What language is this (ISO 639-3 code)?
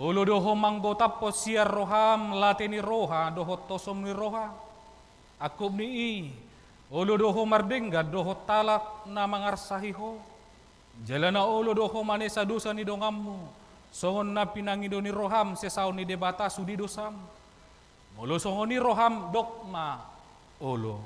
bbc